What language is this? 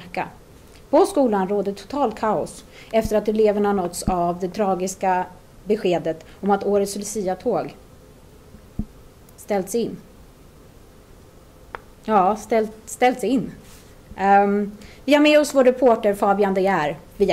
Swedish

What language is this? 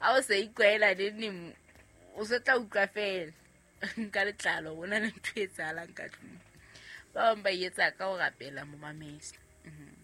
Southern Sotho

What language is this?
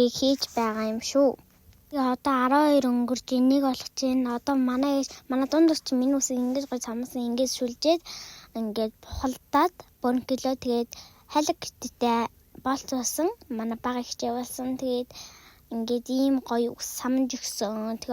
Mongolian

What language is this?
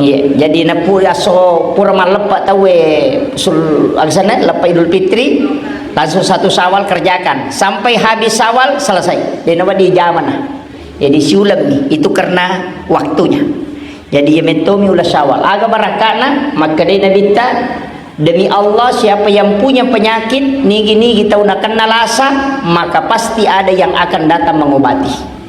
Buginese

